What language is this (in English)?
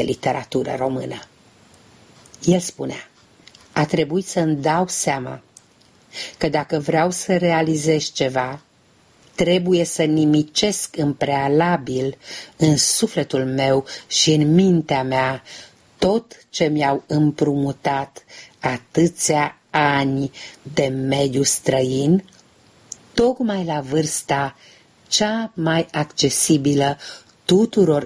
Romanian